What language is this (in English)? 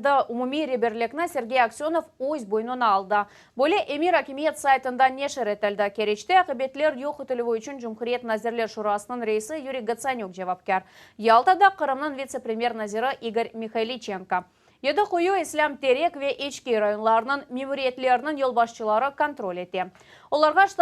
Crimean Tatar